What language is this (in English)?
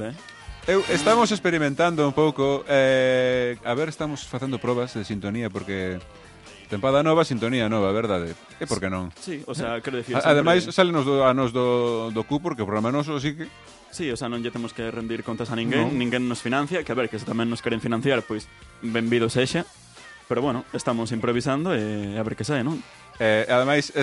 Galician